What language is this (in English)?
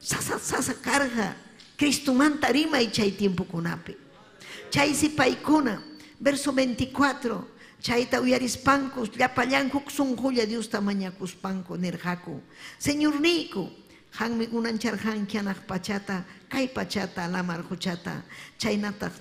Ayacucho Quechua